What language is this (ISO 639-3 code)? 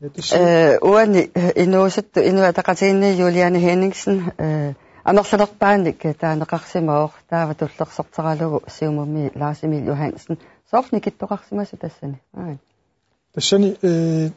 kal